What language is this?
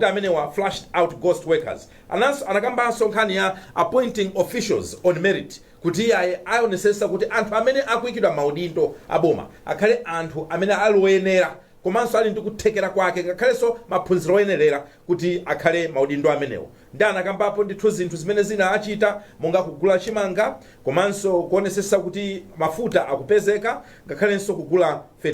Nyanja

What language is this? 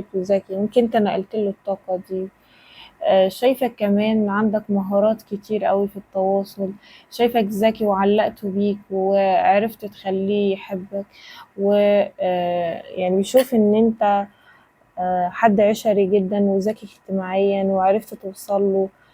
Egyptian Arabic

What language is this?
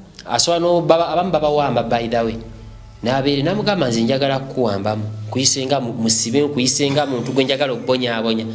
Ganda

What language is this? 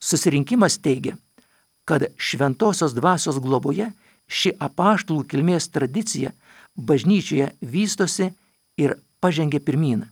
Lithuanian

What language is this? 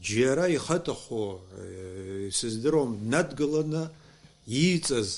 Abkhazian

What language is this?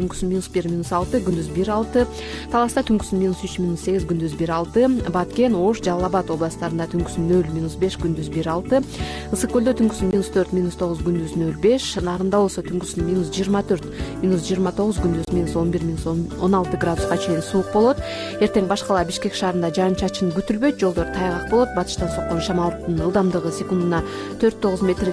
Kyrgyz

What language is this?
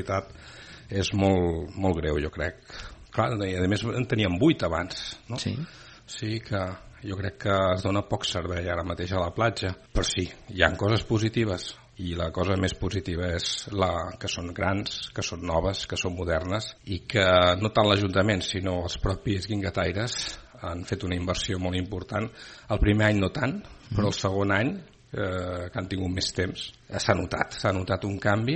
Catalan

